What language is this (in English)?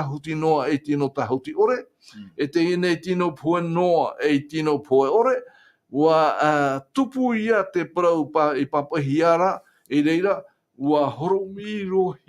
Tahitian